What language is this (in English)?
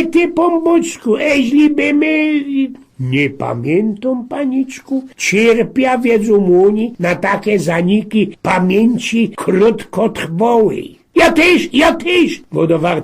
Silesian